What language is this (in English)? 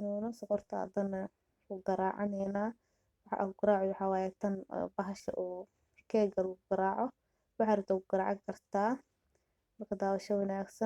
Somali